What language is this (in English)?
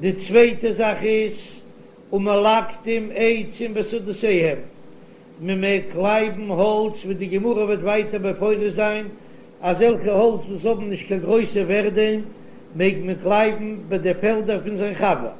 Yiddish